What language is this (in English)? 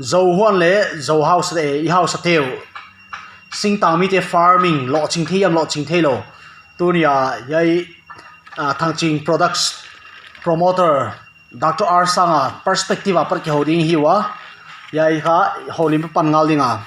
Paite Chin